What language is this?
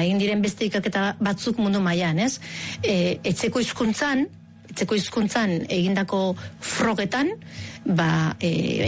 Basque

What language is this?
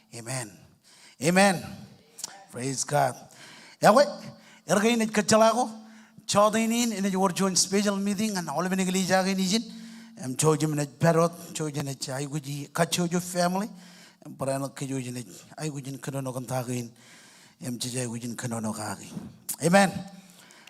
Marshallese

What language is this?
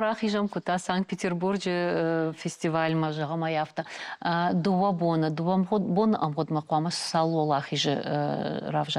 Ossetic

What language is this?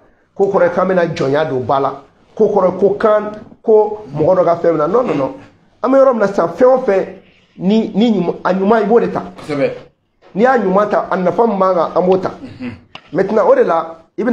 Bambara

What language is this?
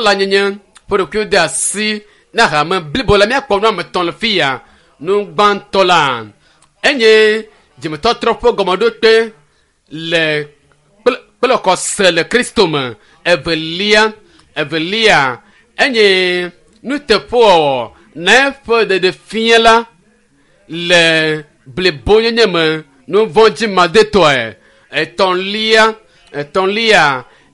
Ewe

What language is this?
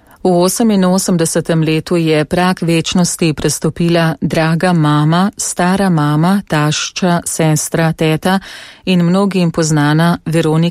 Slovenian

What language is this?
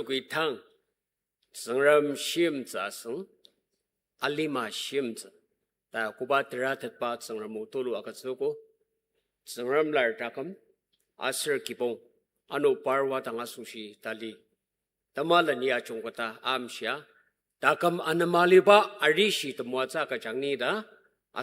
Ao Naga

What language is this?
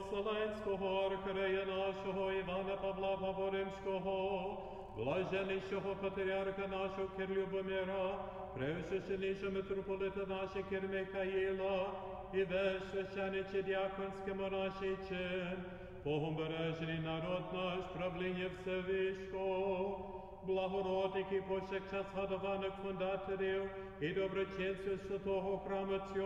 Ukrainian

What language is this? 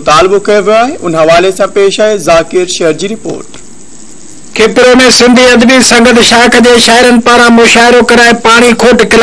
Sindhi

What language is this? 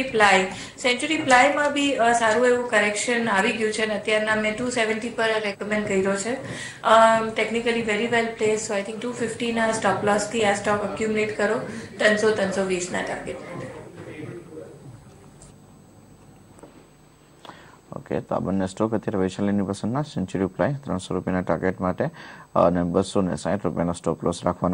Gujarati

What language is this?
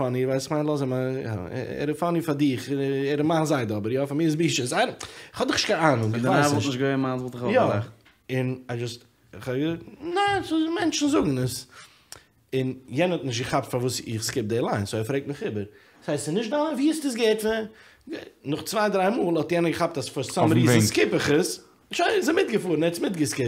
Yiddish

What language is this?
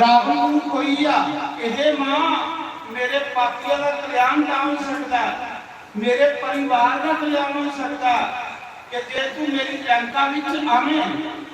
Dogri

